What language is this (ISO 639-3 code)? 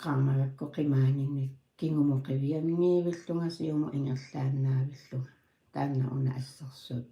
kal